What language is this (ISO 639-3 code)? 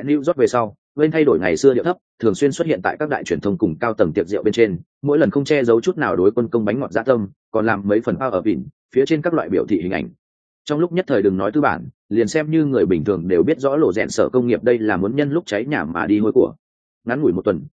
vie